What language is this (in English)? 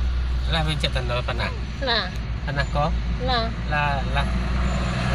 Minangkabau